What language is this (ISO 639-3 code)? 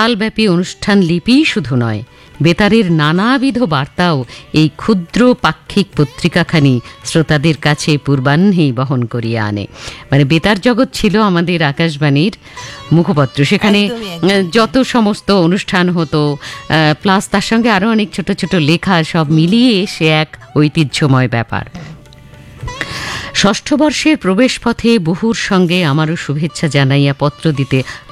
ben